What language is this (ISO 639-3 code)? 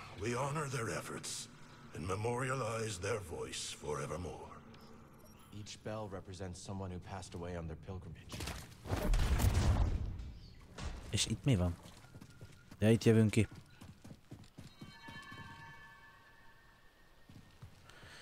hun